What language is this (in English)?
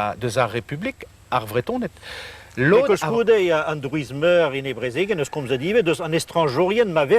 Breton